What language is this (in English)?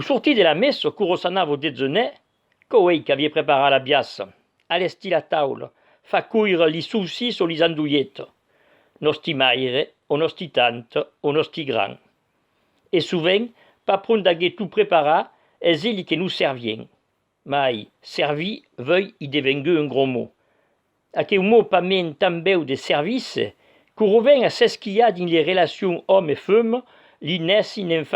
Occitan